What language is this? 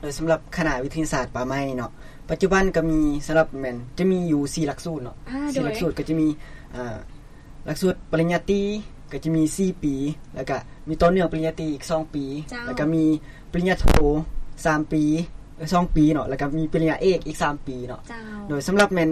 Lao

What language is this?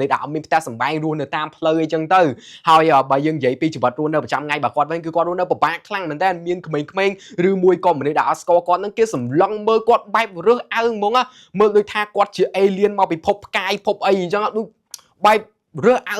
Khmer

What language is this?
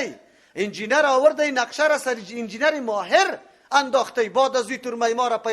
Persian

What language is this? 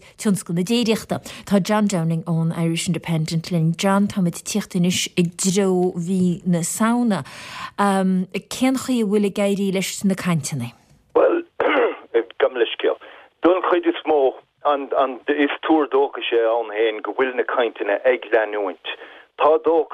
Irish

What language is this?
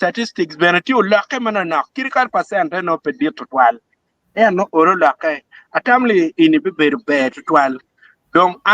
Acoli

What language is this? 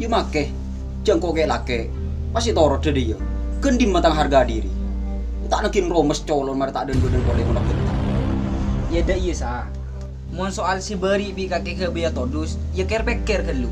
Madurese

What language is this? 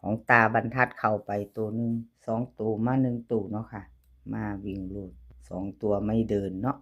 Northeastern Thai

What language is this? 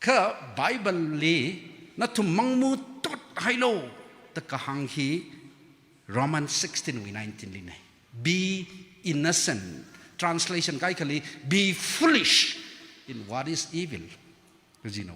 Tangkhul Naga (India)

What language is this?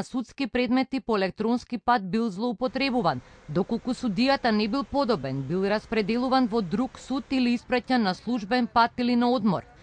Macedonian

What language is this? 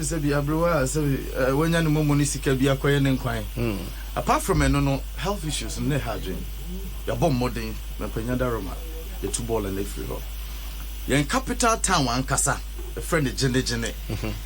Akan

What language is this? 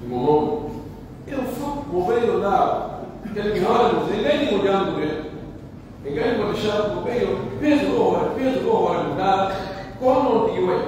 Pular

